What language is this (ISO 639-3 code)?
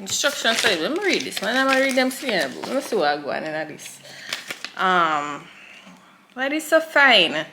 jam